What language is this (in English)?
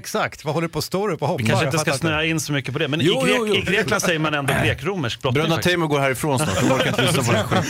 Swedish